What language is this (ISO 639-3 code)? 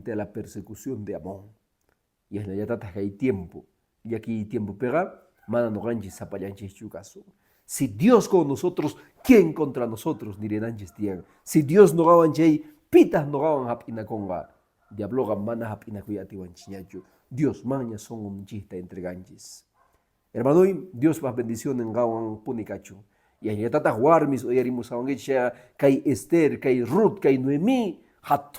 que